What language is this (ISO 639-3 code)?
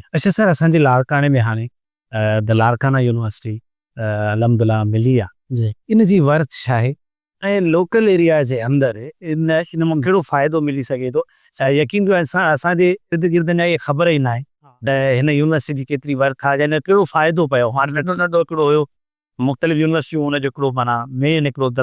snd